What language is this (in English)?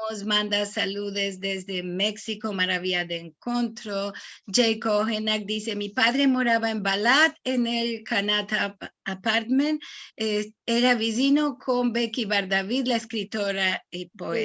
Ladino